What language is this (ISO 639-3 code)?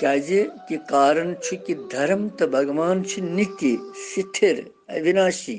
kas